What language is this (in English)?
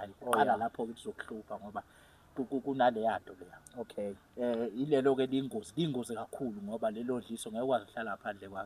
Zulu